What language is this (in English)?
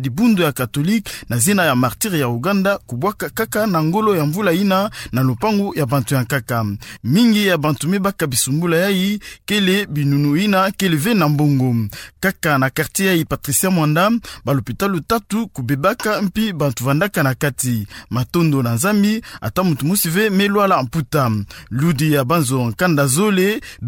Kituba (Democratic Republic of Congo)